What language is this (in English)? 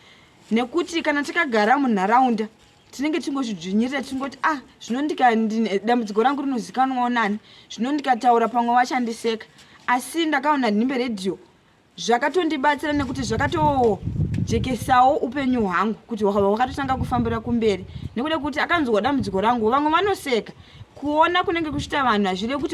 Shona